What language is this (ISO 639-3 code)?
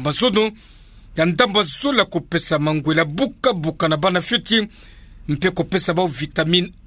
ktu